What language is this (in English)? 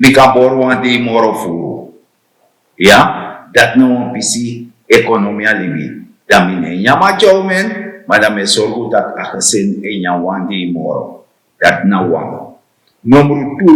Sranan Tongo